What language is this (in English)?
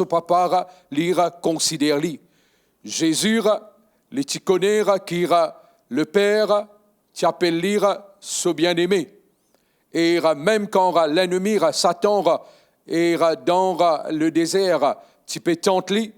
Morisyen